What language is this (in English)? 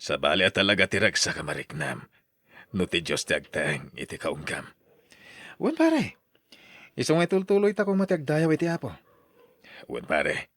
Iloko